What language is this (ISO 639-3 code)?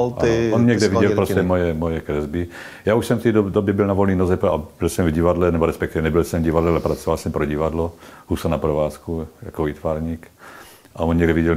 ces